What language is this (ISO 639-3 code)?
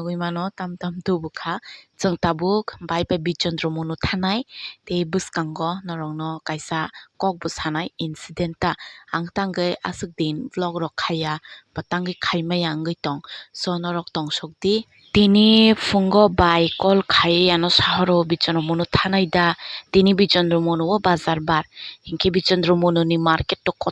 trp